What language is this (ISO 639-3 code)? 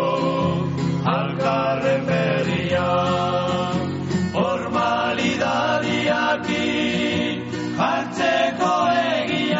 eus